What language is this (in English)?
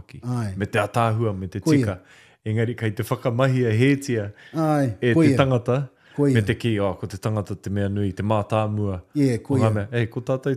Māori